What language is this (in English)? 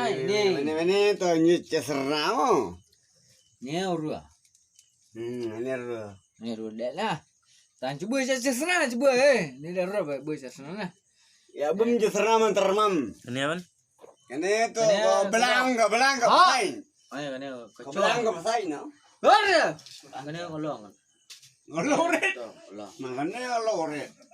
Khasi